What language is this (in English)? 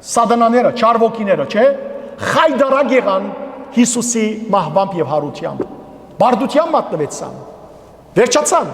Western Armenian